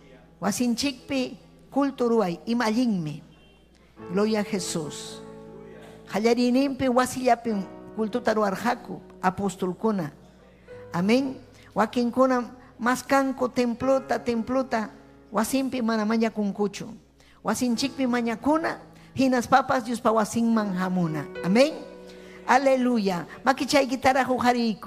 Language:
Ayacucho Quechua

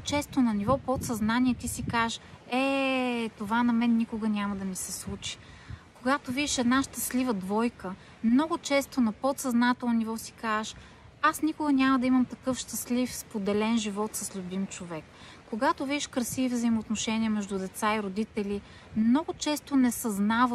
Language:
Bulgarian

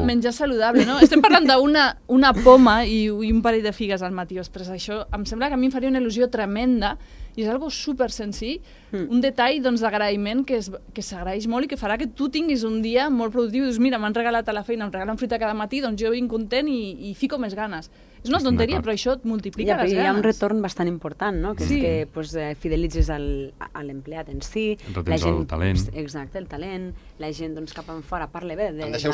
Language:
Catalan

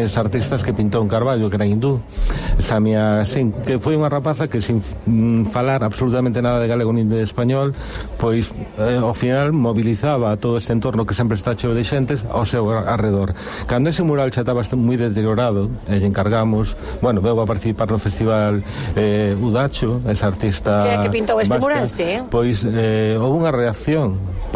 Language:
Galician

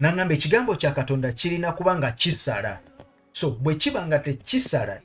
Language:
Ganda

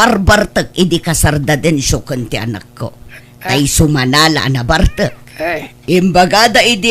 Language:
Iloko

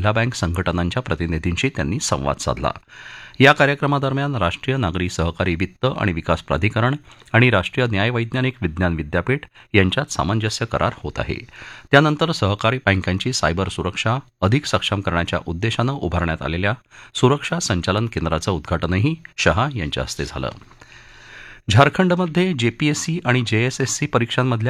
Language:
Marathi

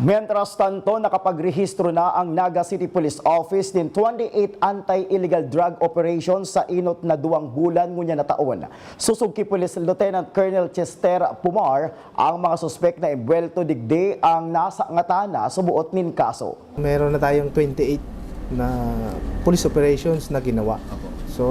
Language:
Bikol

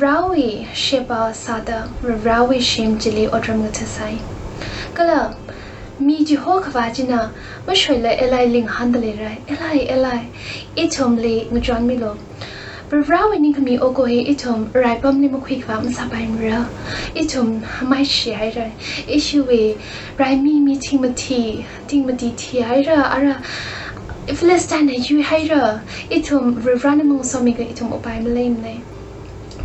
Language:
Tangkhul Naga (India)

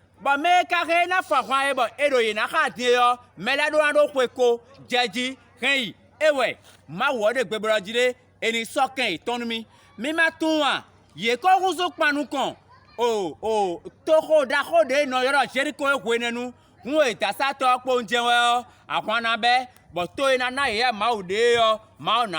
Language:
Fon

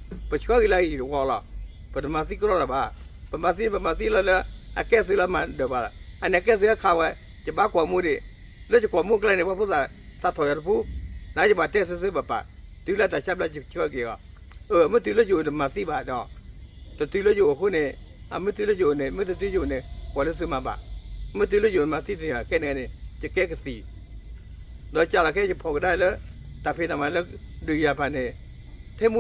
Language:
S'gaw Karen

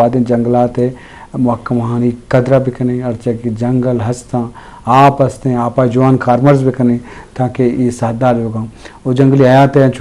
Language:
Eastern Balochi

